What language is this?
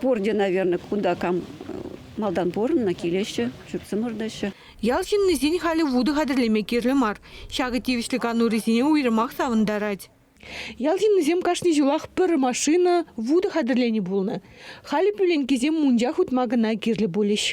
Chuvash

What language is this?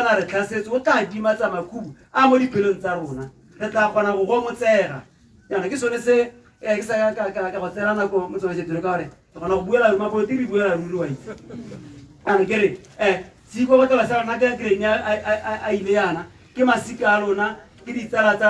Tswana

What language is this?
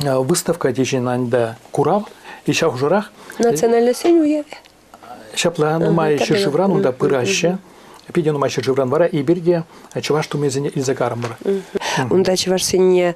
Chuvash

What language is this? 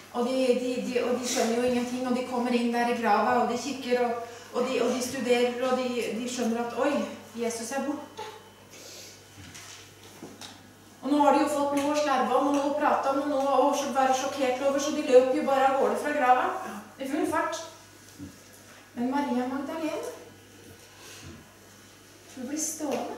Norwegian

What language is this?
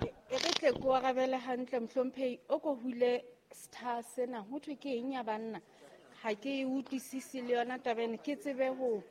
Southern Sotho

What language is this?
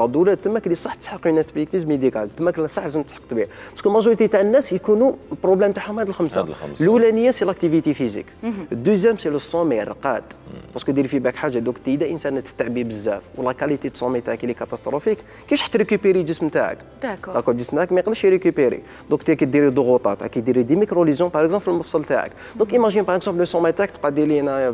Algerian Arabic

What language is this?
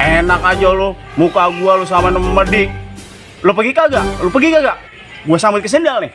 Betawi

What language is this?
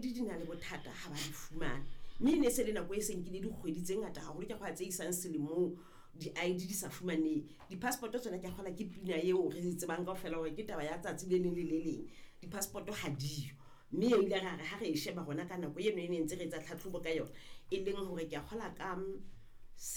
Southern Sotho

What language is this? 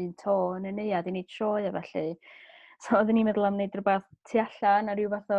Welsh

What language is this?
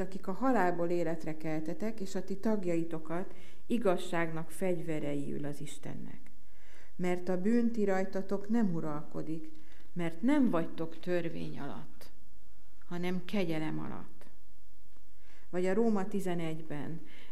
Hungarian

